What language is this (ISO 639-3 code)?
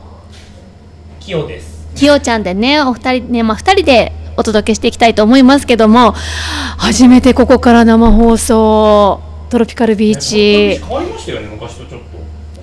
jpn